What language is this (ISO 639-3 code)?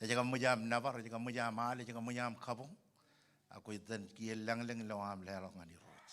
mah